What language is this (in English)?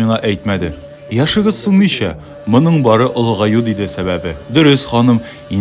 Tatar